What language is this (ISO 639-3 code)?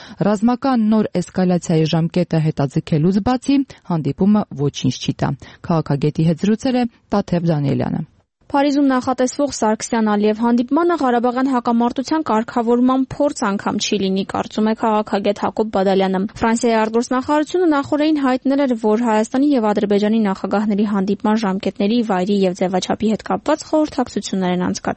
hye